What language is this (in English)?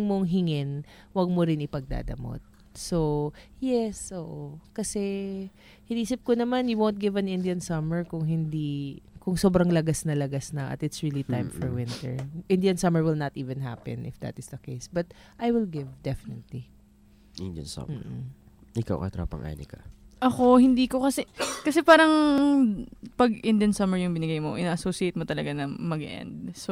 Filipino